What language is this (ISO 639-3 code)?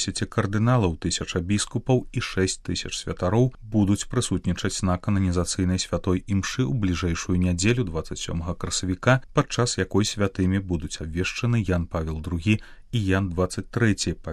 bel